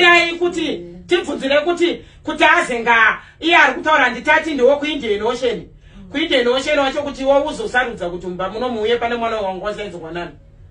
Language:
Shona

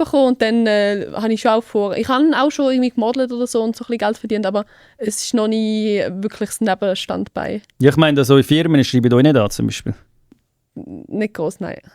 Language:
Swiss German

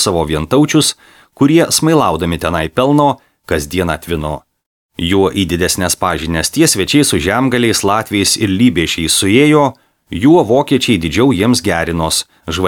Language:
Lithuanian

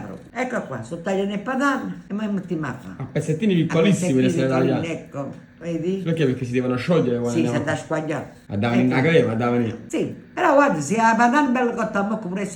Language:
Neapolitan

